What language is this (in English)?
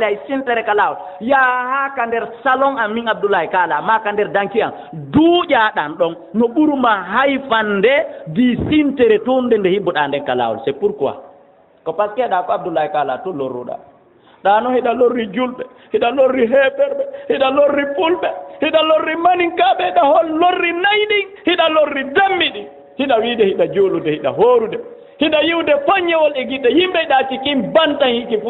Fula